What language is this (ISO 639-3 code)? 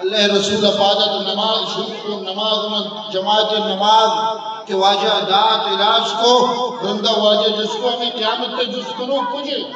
bgp